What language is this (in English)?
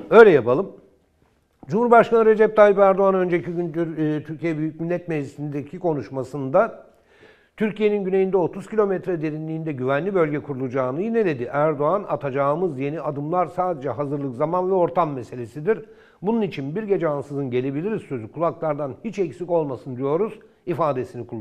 Turkish